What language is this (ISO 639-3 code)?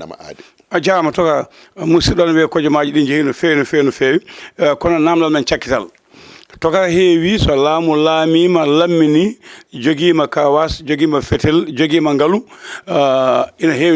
ful